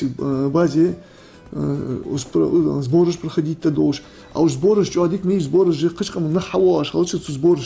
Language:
Ingush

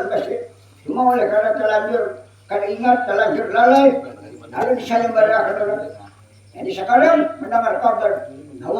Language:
Banjar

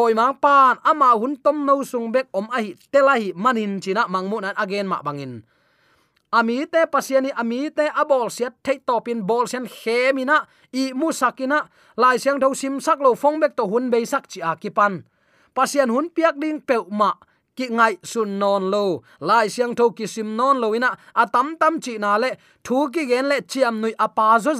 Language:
Tedim Chin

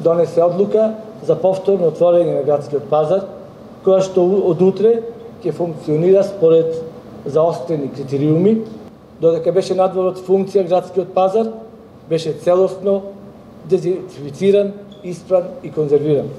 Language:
Macedonian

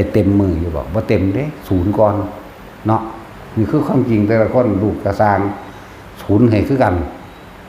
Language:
Northeastern Thai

